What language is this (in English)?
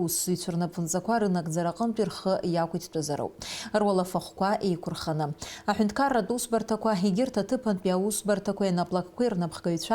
Abkhazian